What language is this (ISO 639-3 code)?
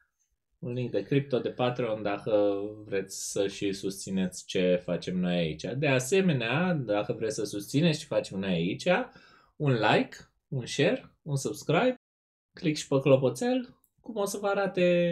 ron